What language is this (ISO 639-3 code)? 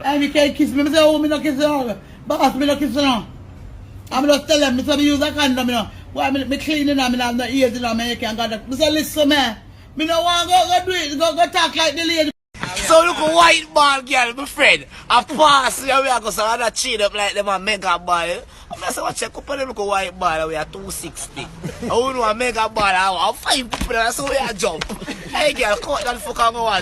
jam